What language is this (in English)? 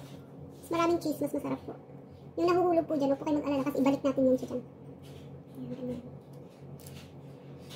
Filipino